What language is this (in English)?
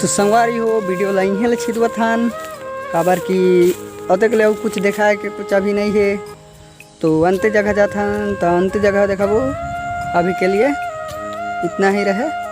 Chhattisgarhi